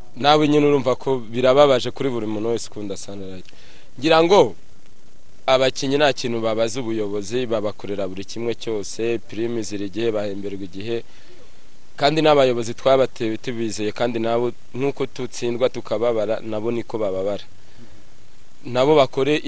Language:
Kinyarwanda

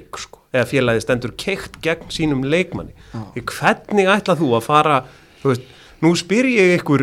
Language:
Icelandic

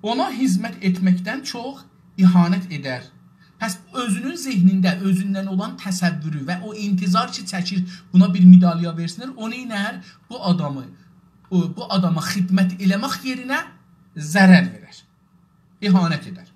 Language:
South Azerbaijani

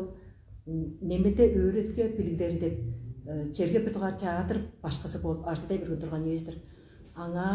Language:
Tuvinian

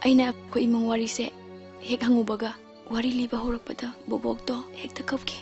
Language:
Manipuri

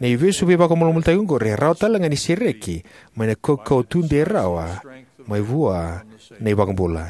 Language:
Fijian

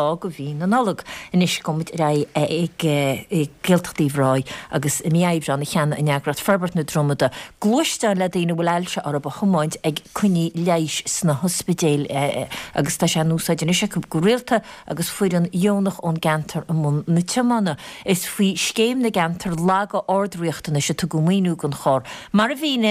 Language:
Irish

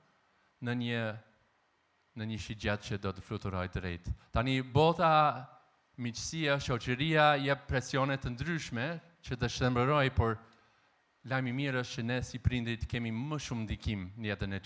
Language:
Albanian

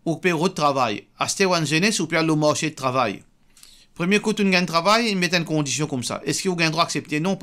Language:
Morisyen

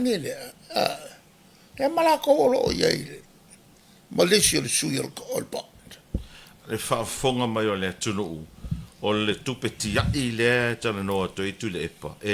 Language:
Samoan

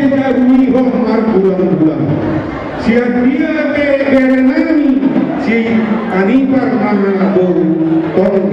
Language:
Batak Toba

